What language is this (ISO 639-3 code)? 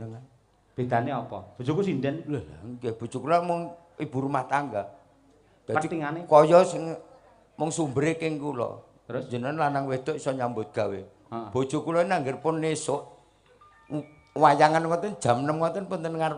jav